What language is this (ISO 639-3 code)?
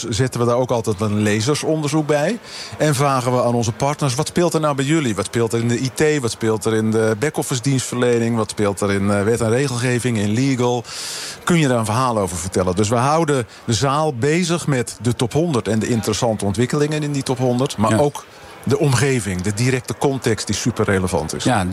nld